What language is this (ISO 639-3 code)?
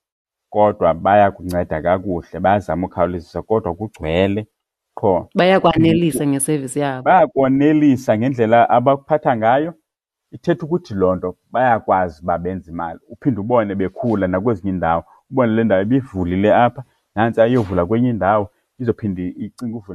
xho